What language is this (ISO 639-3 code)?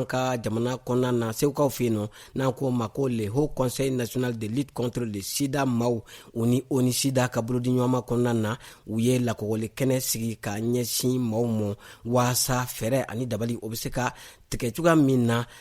bam